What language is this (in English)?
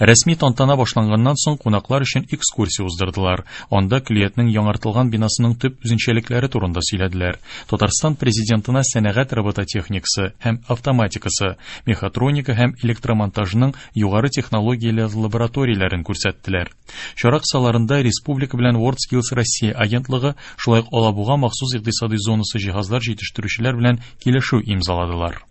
Tatar